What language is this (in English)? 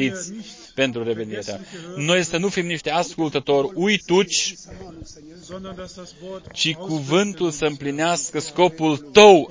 Romanian